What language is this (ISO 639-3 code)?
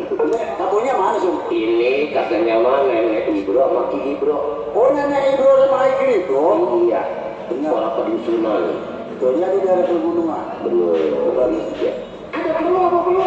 bew